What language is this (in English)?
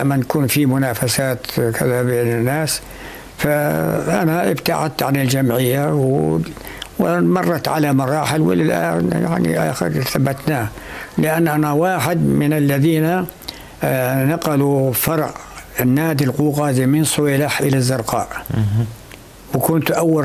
North Levantine Arabic